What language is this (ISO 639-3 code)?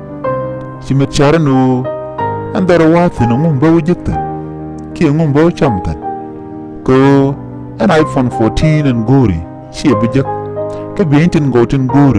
nus